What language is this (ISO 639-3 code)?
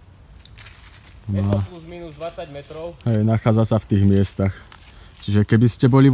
slk